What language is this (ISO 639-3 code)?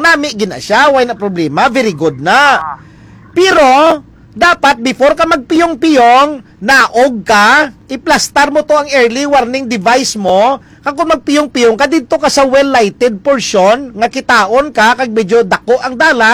hil